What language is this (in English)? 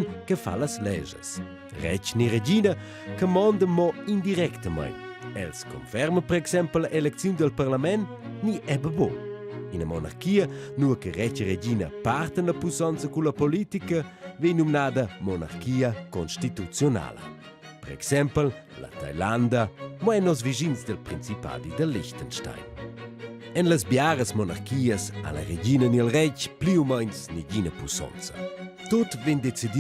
Romansh